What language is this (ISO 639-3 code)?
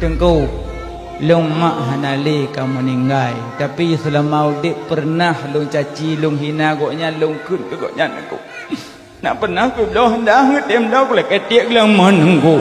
ace